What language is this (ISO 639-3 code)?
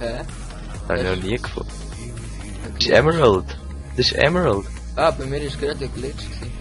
gsw